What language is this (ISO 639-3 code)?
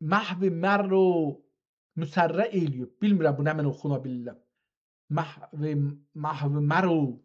azb